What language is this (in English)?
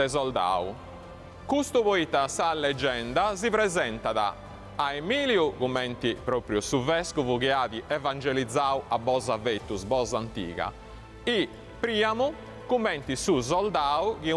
Sardinian